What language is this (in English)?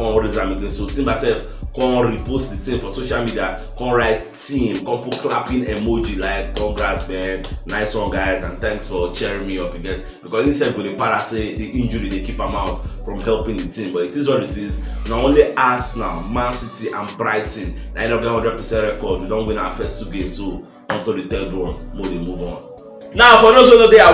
Nigerian Pidgin